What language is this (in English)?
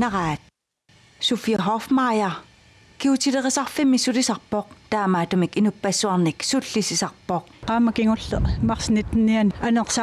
Kalaallisut